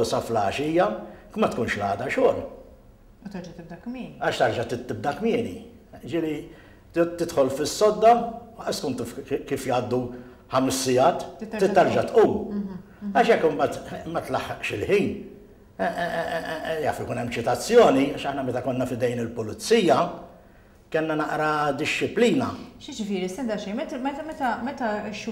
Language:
Maltese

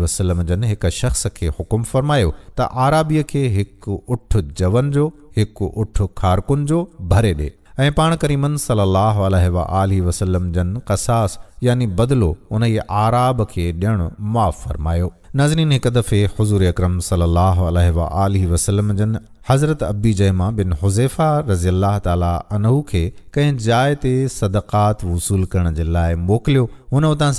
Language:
Sindhi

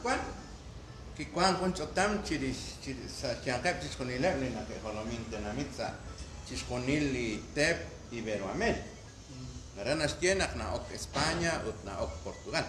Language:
Kekchí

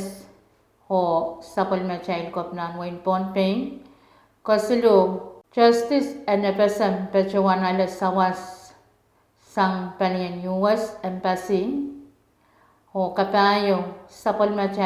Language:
Pohnpeian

